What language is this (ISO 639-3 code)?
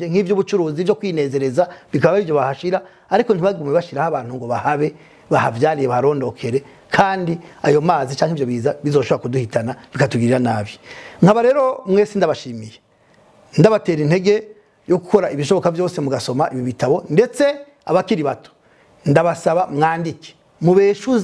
run